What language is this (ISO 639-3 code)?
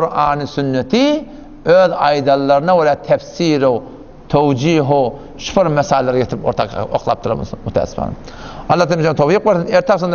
tuk